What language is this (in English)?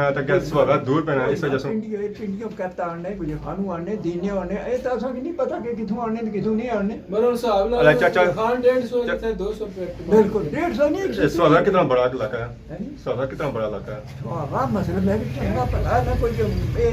Pahari-Potwari